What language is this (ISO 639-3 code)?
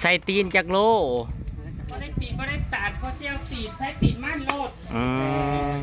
tts